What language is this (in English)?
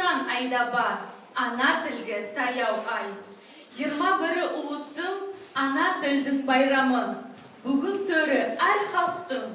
Nogai